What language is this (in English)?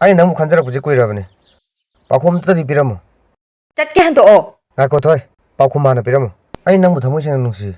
Manipuri